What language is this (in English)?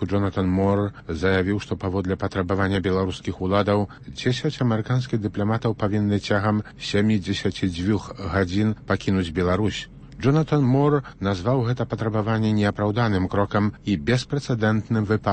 Belarusian